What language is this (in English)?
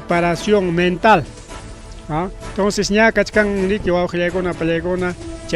Ayacucho Quechua